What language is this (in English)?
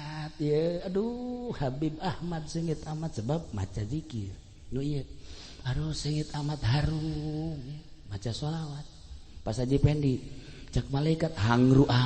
Sundanese